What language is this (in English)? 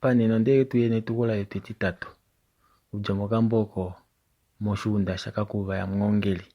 Kuanyama